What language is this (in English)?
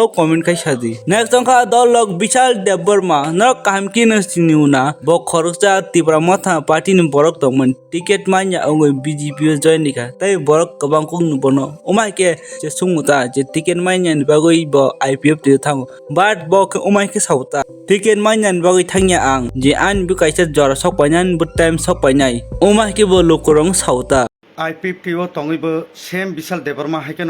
Kok Borok